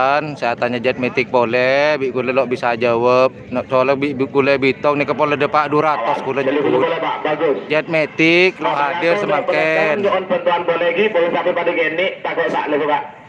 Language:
Madurese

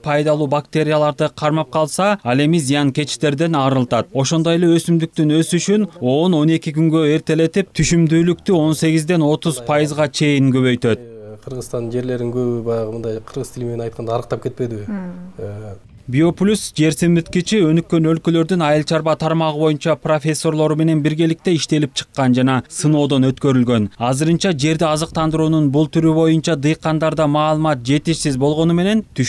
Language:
Kyrgyz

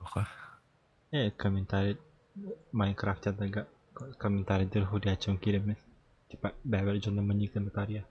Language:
Yakut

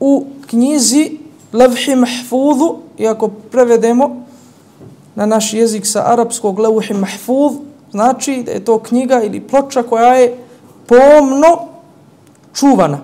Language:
Bosnian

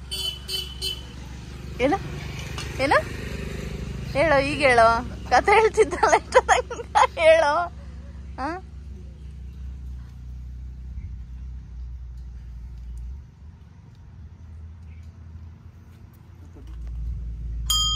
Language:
Kannada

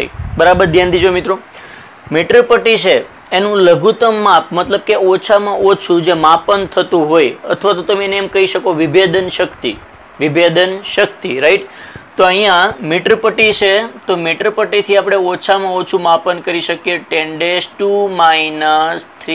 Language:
Gujarati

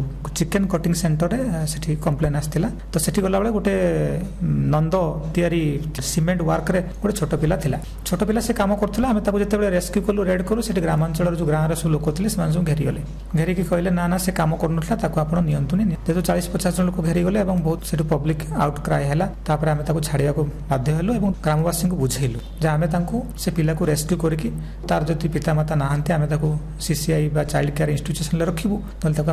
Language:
Odia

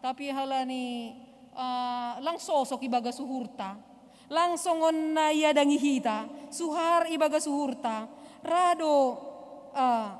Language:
Batak Simalungun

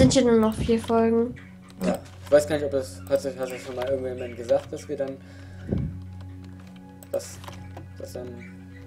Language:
German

